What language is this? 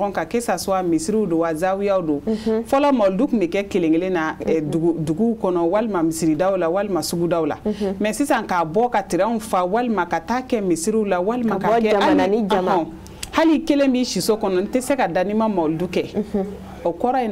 Bambara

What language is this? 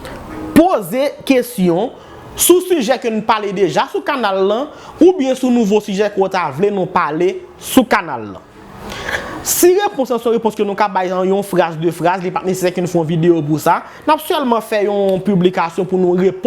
Haitian Creole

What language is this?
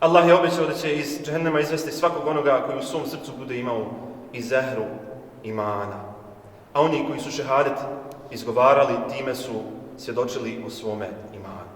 Bosnian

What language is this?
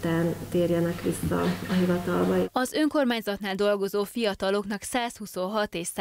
Hungarian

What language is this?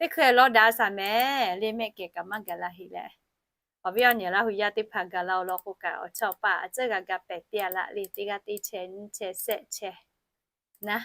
Lahu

